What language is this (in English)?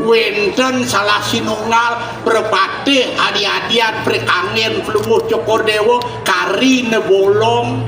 Balinese